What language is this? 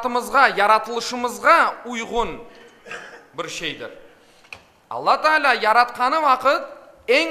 Crimean Tatar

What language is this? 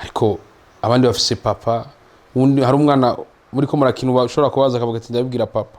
Rundi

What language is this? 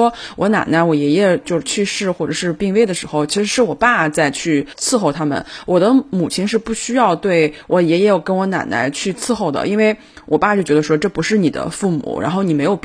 Chinese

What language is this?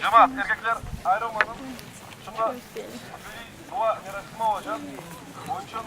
Crimean Tatar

